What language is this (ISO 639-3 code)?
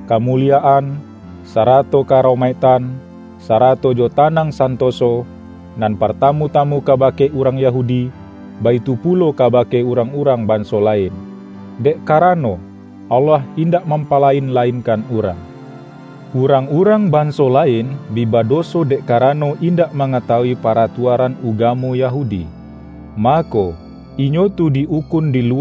min